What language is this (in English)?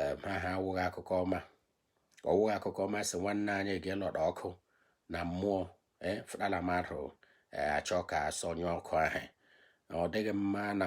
Igbo